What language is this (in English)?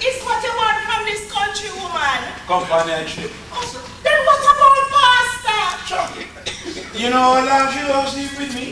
Jamaican Creole English